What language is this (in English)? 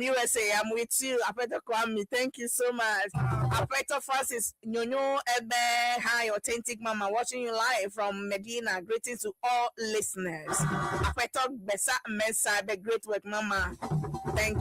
Ewe